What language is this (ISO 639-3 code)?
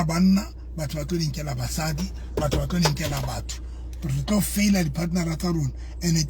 sot